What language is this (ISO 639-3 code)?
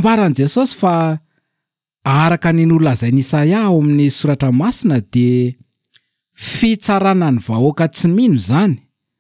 mlg